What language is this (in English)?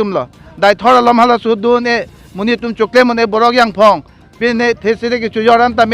Karbi